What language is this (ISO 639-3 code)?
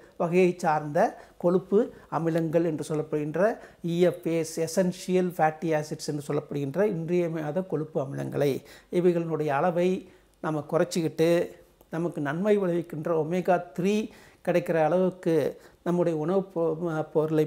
tam